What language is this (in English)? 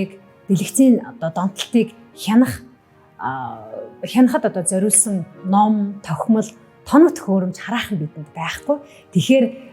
Mongolian